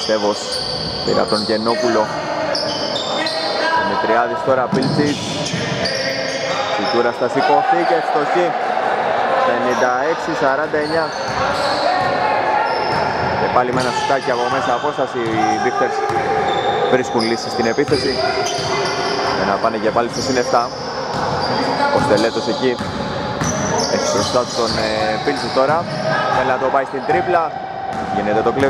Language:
Greek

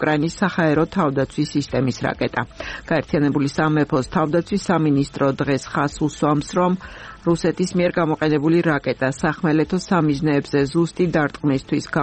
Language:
Georgian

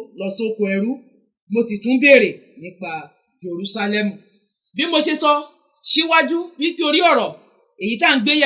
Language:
Yoruba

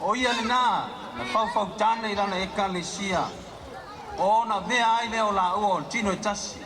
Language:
Samoan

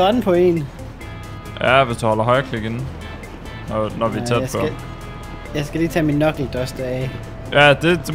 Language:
Danish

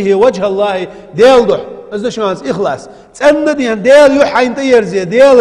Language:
Ingush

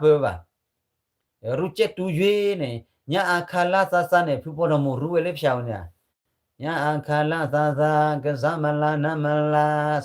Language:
S'gaw Karen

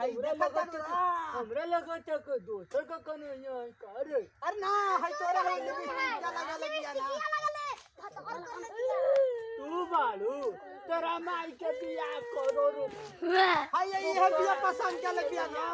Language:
Magahi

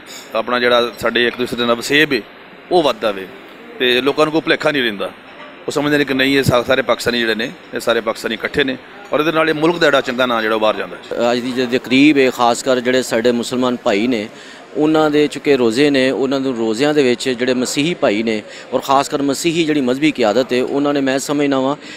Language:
Western Panjabi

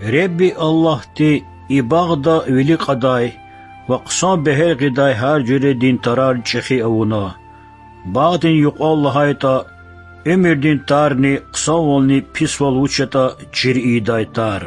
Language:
Lezghian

